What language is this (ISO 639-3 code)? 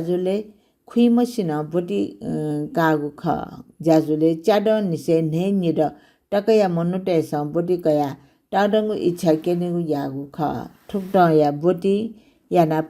new